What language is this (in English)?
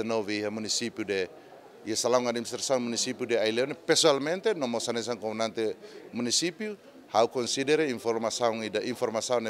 Tetum